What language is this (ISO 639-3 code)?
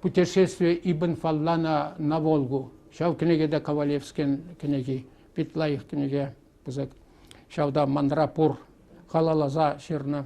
chv